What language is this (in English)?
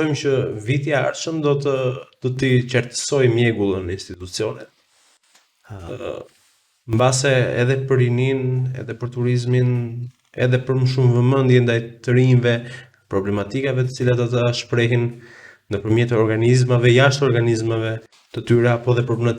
Albanian